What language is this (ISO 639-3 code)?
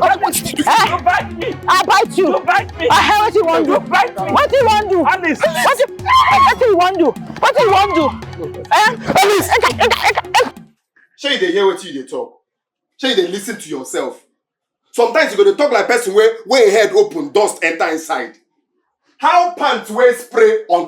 pcm